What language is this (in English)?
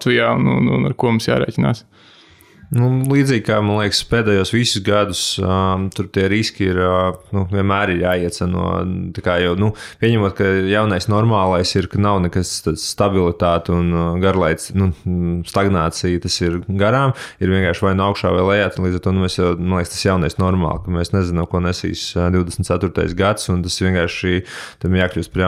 Latvian